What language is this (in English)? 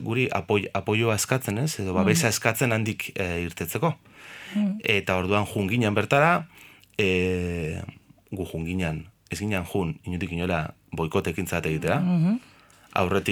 Basque